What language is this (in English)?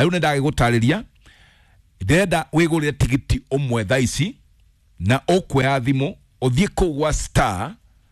Kikuyu